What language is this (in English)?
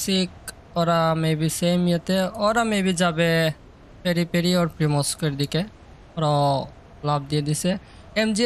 Bangla